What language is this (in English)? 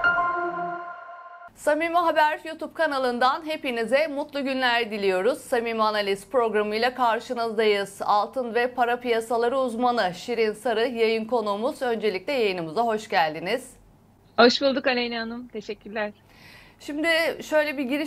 Turkish